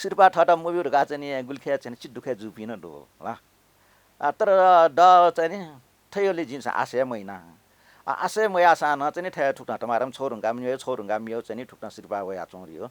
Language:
Newari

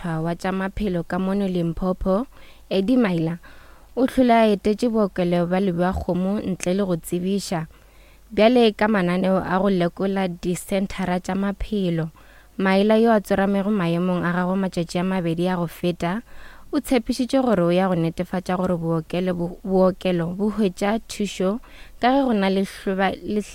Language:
Northern Sotho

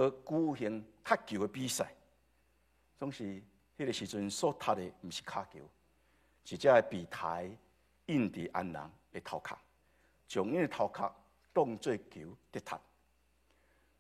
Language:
Min Nan Chinese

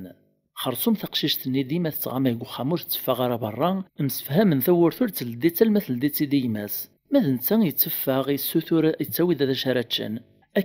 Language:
Kabyle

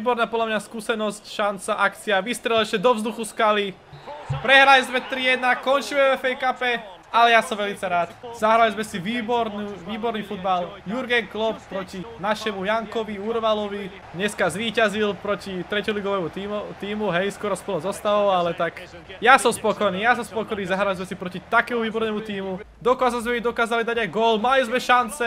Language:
Slovak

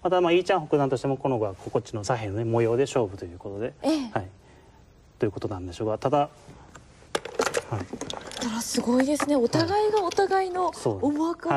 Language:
Japanese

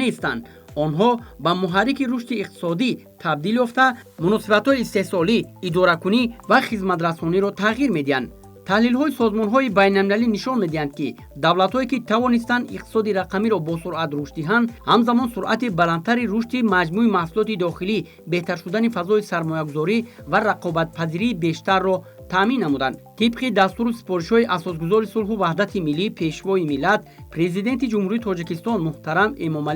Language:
Tajik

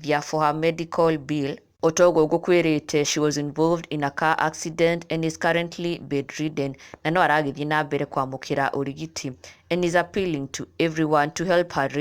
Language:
Kikuyu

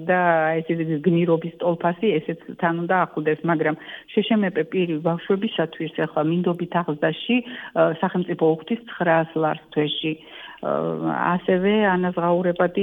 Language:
Georgian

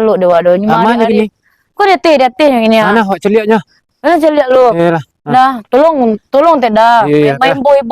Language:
Minangkabau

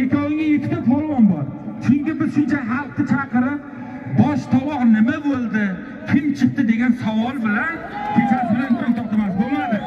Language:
Uzbek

